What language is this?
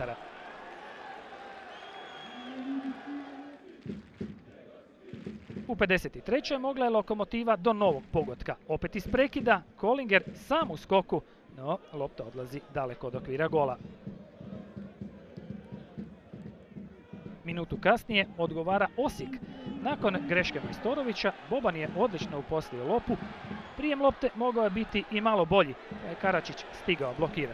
Croatian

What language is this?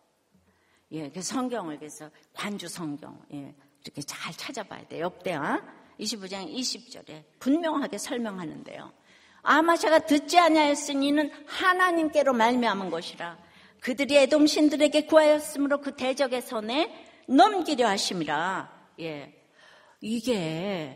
Korean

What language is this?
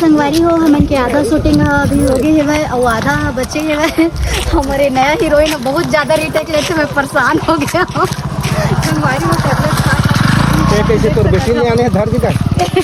Chhattisgarhi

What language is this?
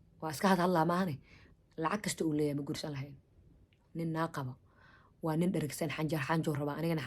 Somali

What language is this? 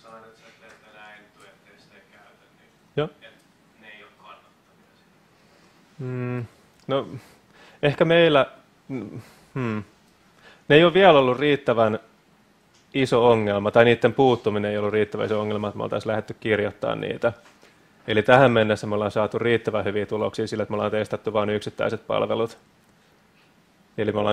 Finnish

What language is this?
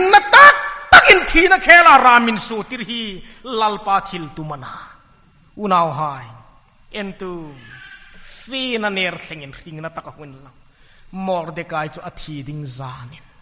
Hmar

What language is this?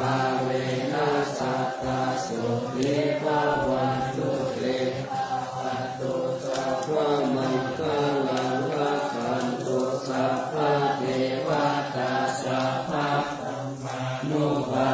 Pali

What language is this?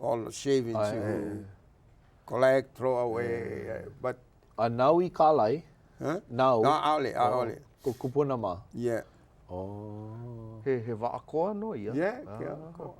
Hawaiian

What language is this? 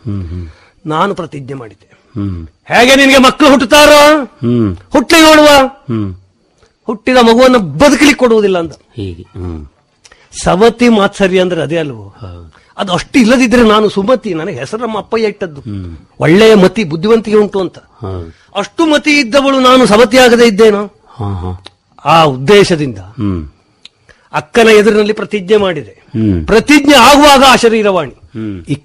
Kannada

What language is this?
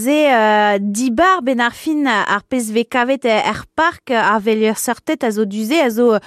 Breton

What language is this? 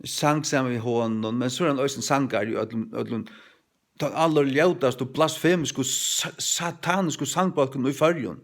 Faroese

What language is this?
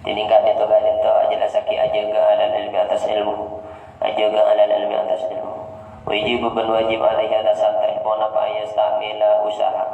Madurese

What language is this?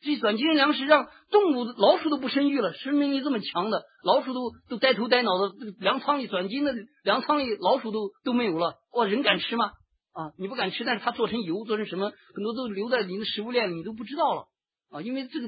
Chinese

